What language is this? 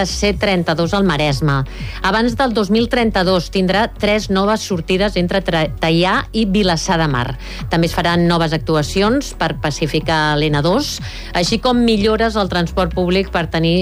Catalan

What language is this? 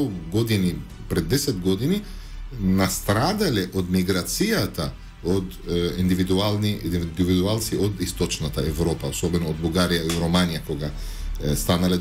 Macedonian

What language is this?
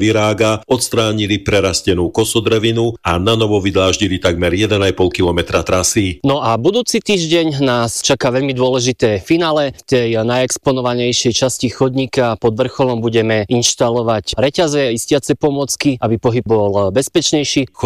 Slovak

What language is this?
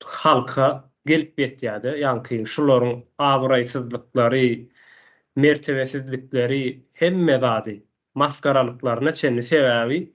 Turkmen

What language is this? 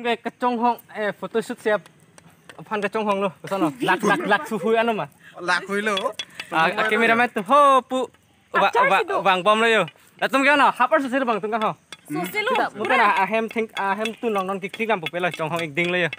Karbi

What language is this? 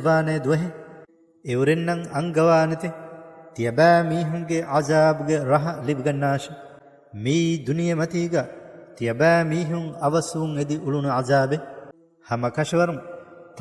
Divehi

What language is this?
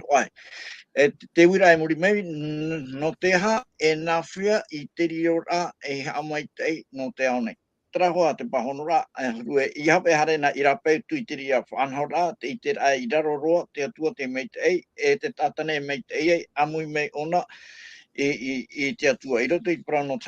Tahitian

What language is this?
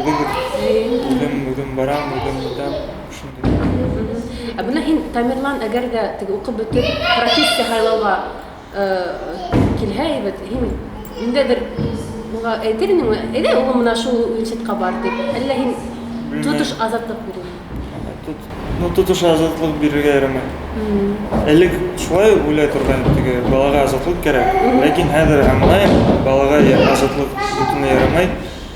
Bashkir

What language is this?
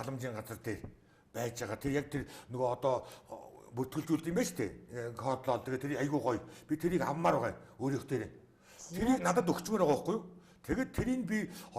Mongolian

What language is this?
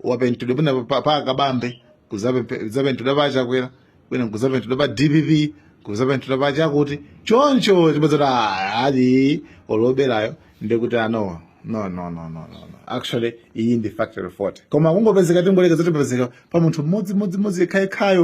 Nyanja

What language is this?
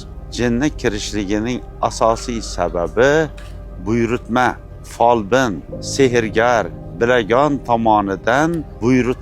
Uzbek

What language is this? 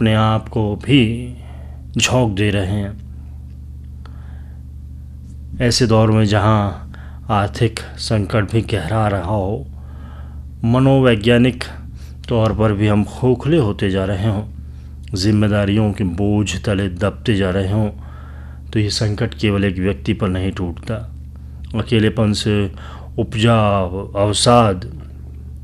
Hindi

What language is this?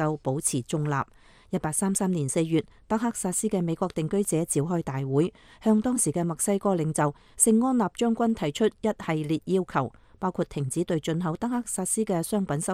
Cantonese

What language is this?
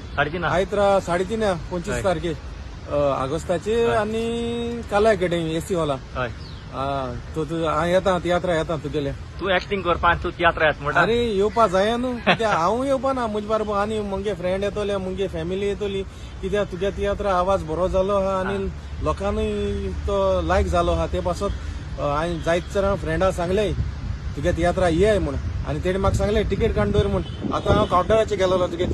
Konkani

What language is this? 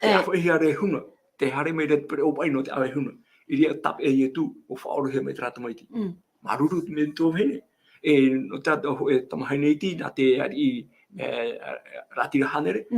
Tahitian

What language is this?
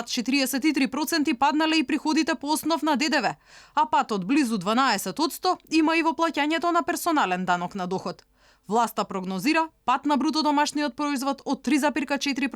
Macedonian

